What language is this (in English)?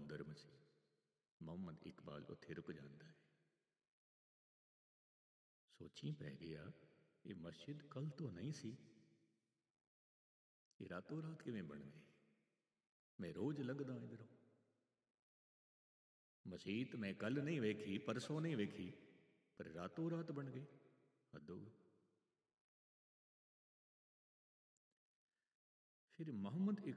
Punjabi